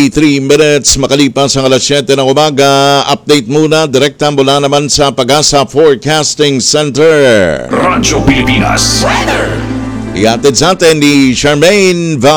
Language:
Filipino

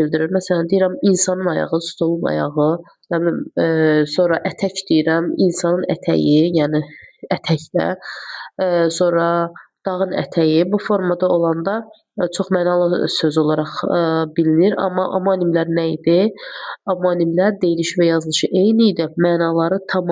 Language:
Azerbaijani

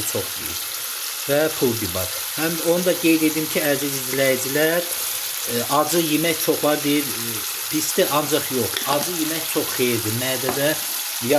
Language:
Azerbaijani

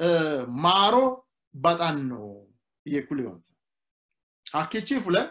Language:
Sidamo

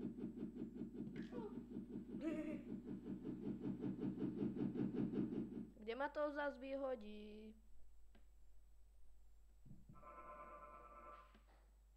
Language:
Slovak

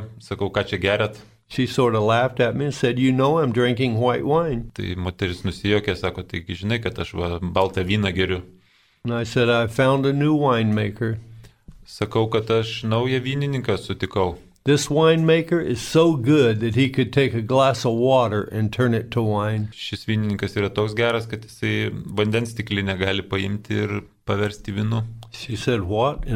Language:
Lithuanian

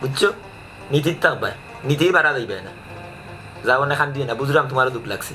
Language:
Sylheti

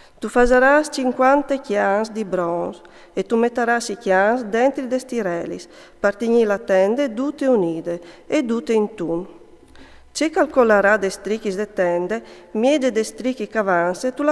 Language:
Friulian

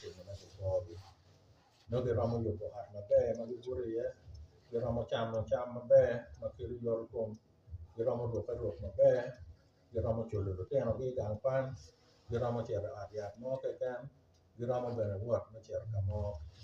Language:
Acoli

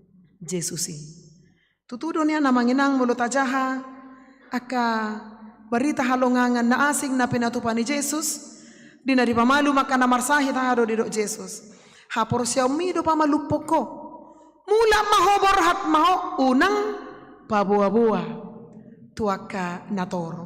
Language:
Batak Toba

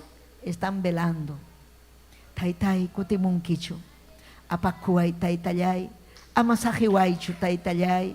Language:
Ayacucho Quechua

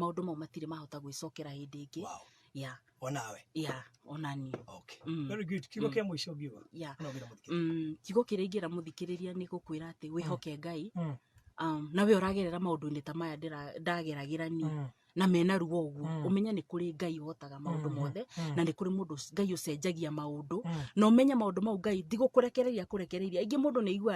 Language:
Kikuyu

